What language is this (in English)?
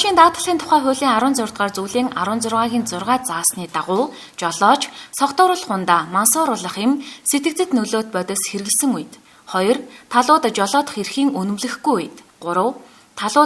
Mongolian